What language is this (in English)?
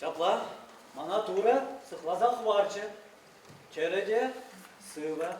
Chuvash